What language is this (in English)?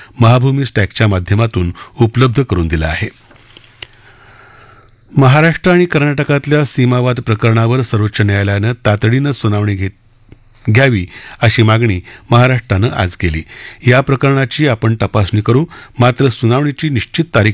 Marathi